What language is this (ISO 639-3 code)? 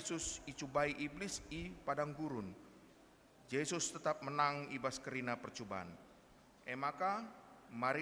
btx